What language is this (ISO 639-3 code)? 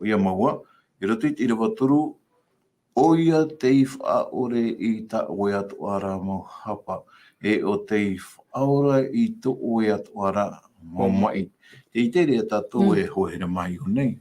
tah